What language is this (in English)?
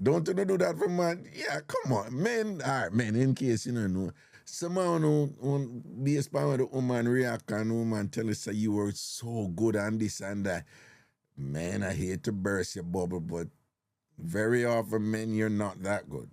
Jamaican Creole English